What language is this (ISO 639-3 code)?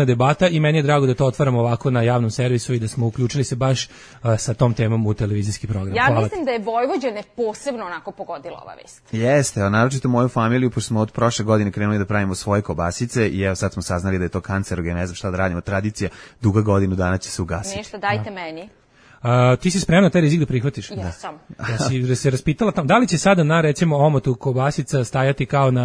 srp